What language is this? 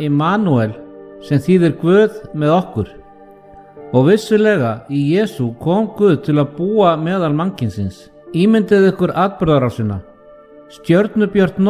Icelandic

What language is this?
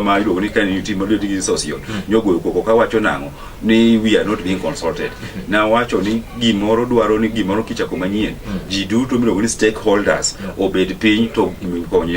Luo (Kenya and Tanzania)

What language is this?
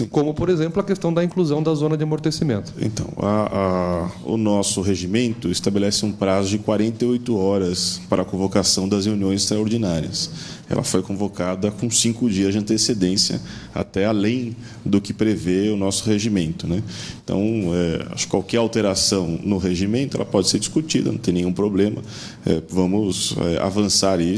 Portuguese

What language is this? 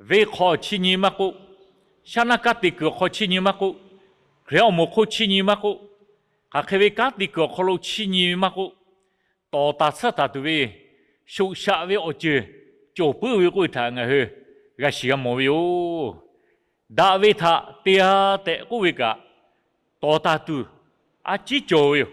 Lahu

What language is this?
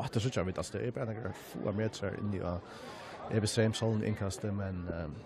Faroese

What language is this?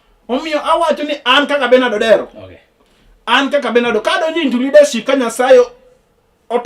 Luo (Kenya and Tanzania)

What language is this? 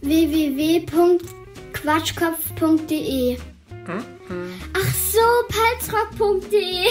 Palatine German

